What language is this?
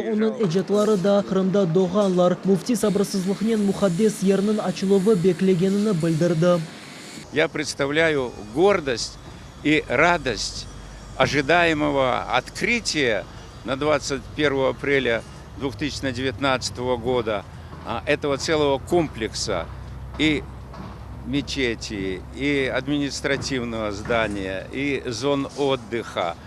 Crimean Tatar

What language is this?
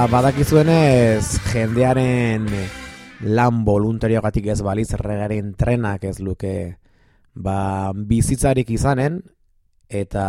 Basque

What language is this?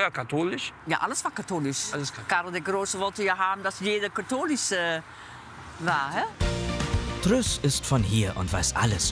German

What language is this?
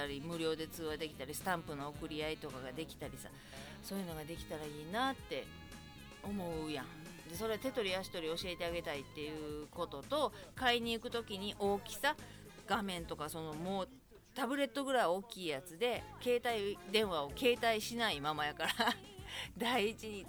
Japanese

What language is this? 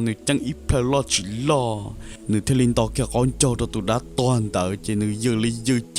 Hmong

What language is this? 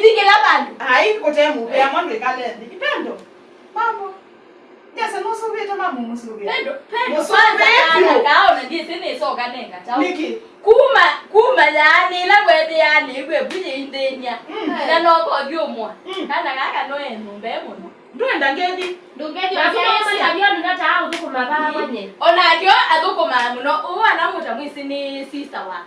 Kamba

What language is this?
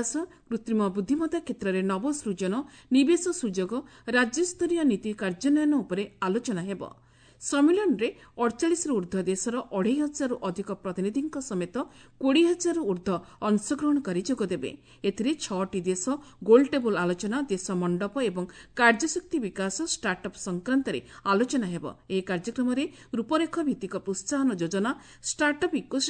Odia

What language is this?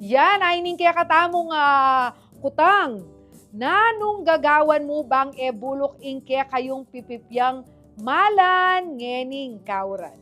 Pampanga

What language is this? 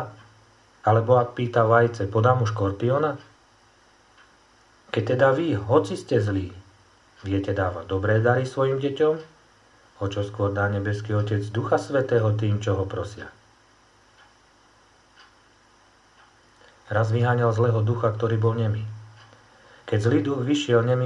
Slovak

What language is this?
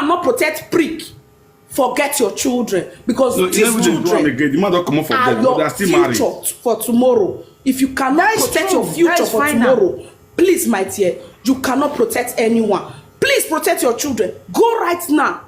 Nigerian Pidgin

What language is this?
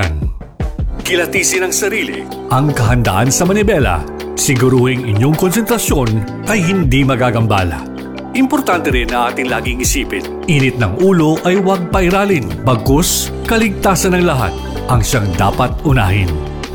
Filipino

